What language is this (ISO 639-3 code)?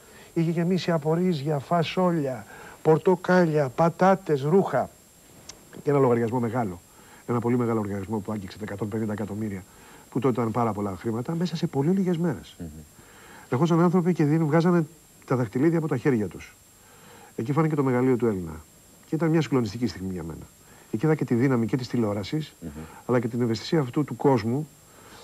ell